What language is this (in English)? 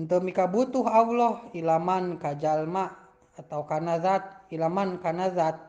Sundanese